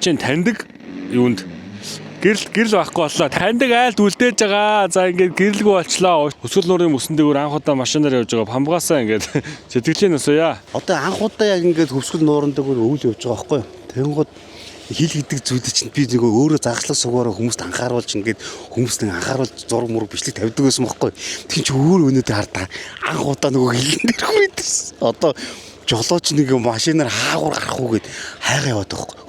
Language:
Mongolian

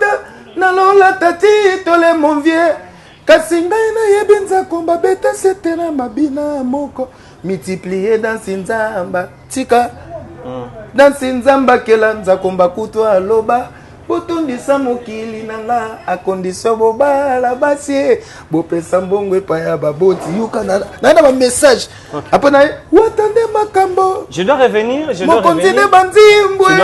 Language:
Lingala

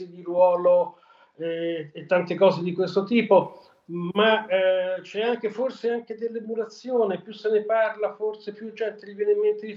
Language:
Italian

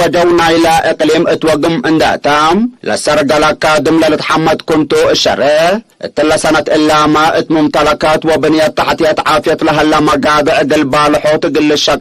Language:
Tigre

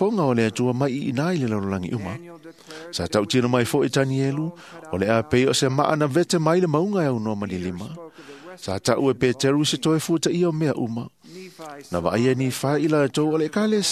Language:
Samoan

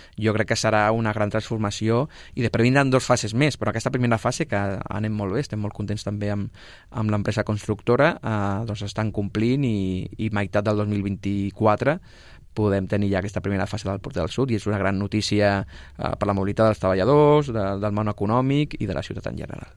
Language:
Catalan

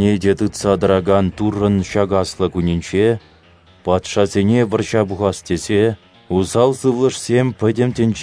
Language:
Chuvash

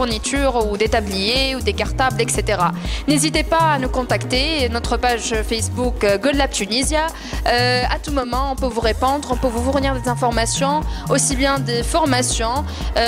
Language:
French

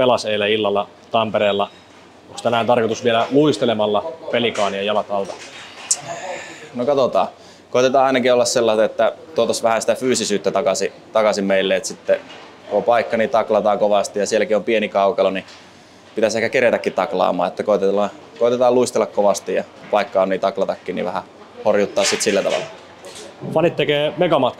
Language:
Finnish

